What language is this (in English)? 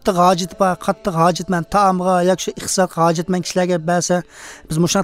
Uyghur